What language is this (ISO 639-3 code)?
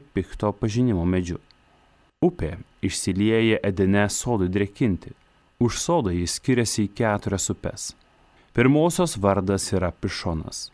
lit